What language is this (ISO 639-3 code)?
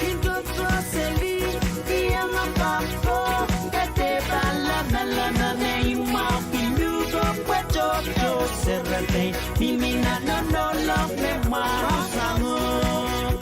pon